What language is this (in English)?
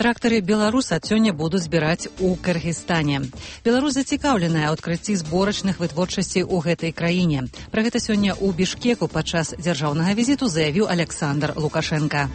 Belarusian